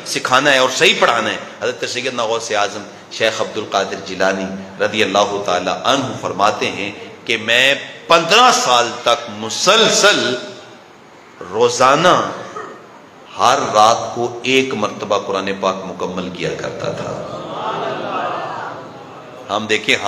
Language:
Urdu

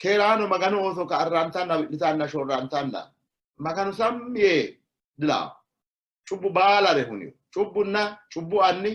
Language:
Sidamo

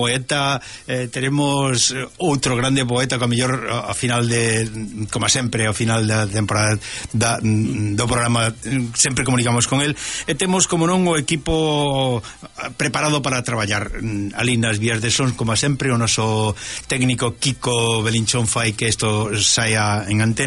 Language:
Galician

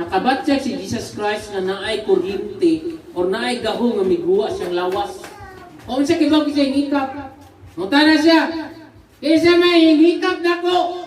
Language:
Cebuano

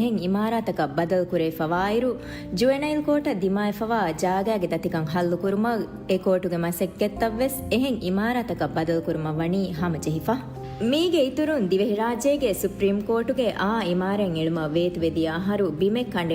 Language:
Divehi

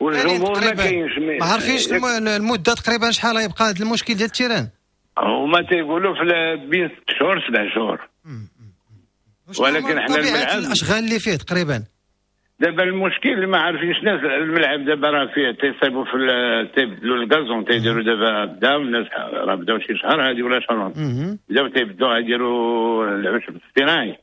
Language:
Moroccan Arabic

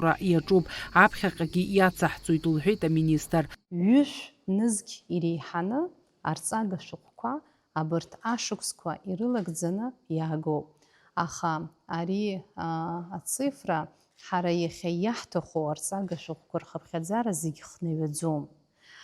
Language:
Abkhazian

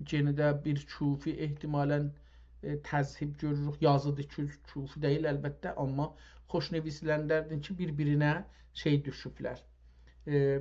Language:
South Azerbaijani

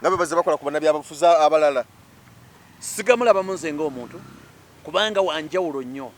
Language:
Ganda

